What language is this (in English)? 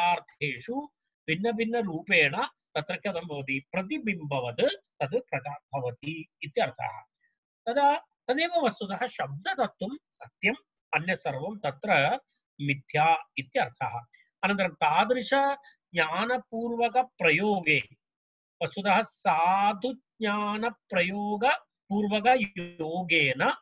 Sanskrit